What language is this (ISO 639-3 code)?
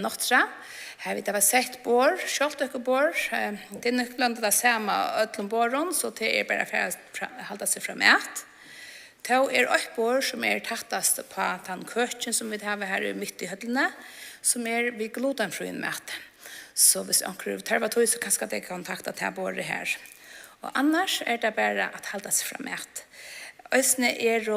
fao